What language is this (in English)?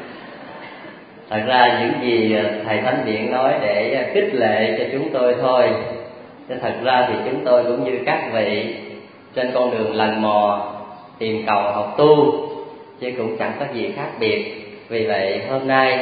Vietnamese